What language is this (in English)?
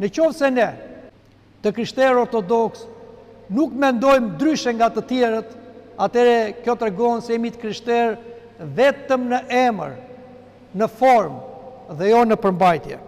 Albanian